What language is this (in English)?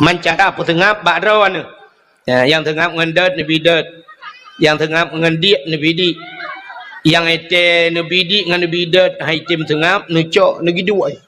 Achinese